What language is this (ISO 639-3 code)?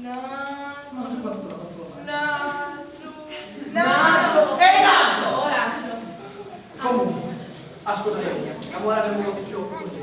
scn